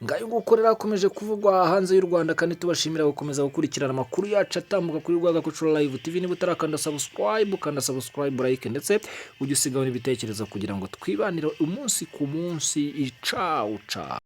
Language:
Kinyarwanda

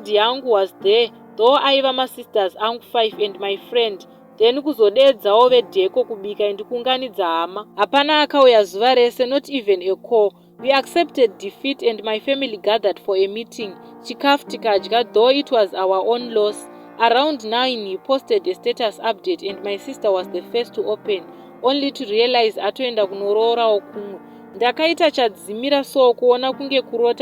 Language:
Shona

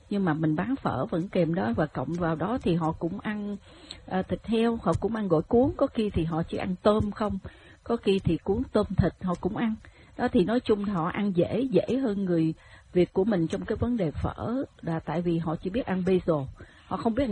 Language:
Vietnamese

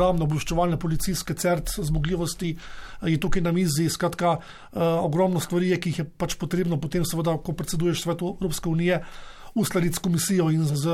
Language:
Slovenian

